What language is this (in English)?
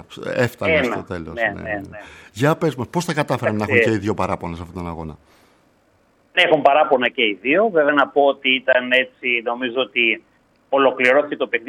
Greek